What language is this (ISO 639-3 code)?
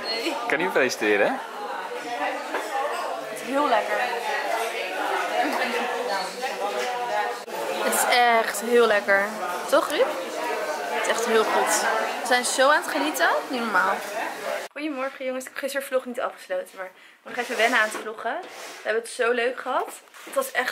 nld